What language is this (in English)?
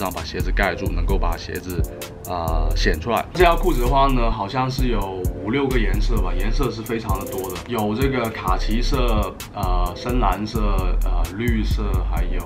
Chinese